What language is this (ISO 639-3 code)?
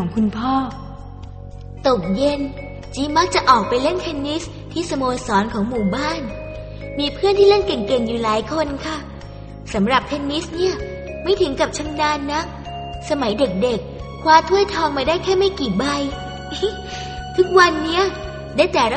tha